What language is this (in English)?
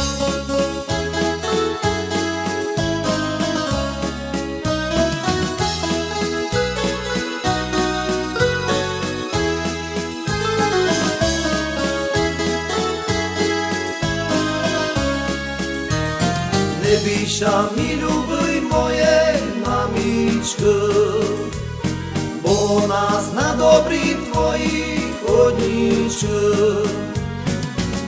Slovak